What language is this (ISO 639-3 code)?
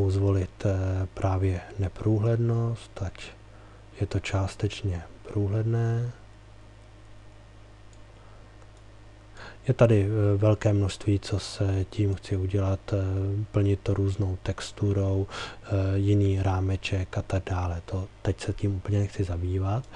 ces